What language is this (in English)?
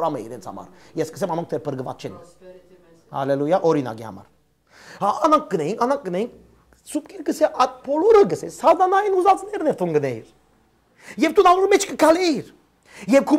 Western Armenian